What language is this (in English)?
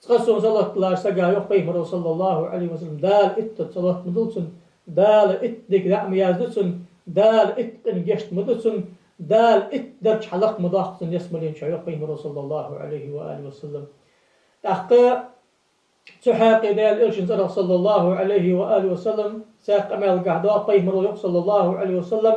Ingush